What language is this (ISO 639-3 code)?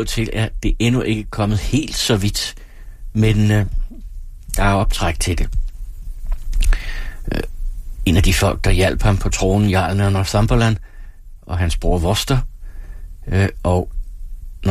dan